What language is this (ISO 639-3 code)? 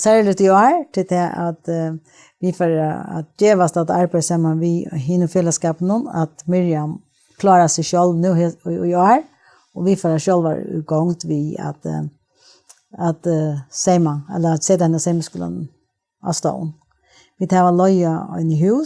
fao